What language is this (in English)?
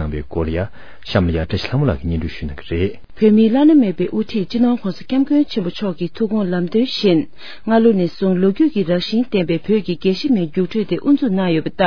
Tibetan